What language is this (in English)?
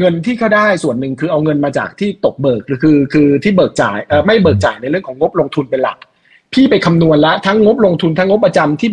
Thai